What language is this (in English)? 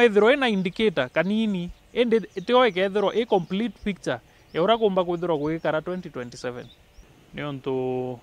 Meru